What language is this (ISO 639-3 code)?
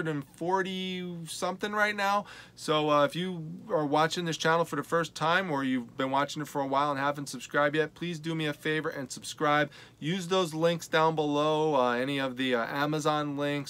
eng